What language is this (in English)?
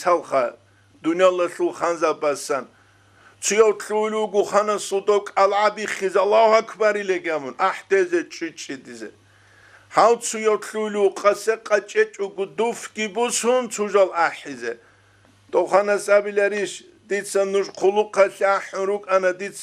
Avaric